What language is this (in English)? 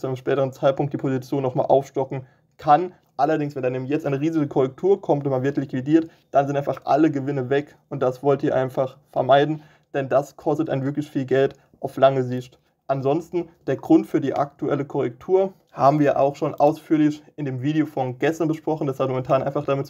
German